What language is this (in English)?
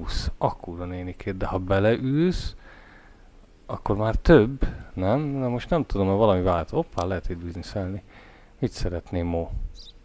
Hungarian